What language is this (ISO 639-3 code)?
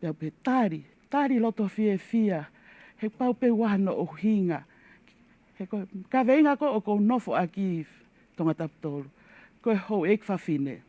ton